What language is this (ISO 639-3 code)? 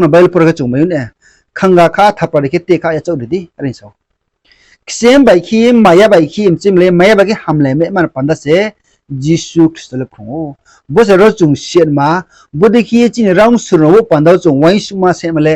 ria